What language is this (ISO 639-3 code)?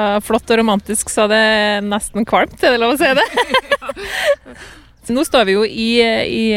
nor